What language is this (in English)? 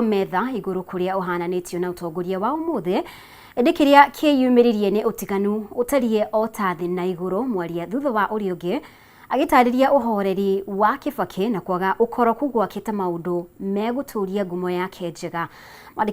Kikuyu